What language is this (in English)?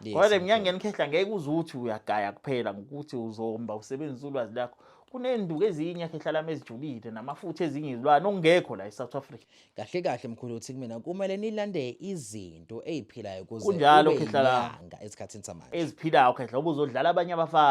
Zulu